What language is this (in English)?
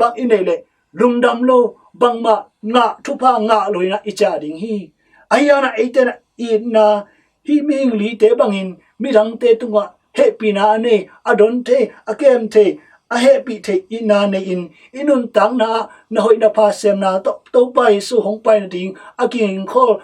Tedim Chin